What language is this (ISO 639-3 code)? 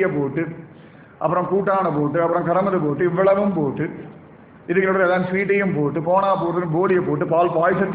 tam